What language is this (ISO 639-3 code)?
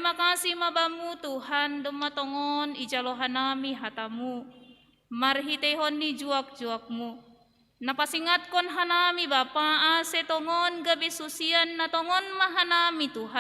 bts